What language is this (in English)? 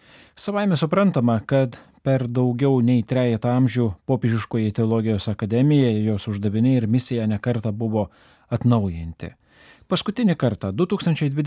Lithuanian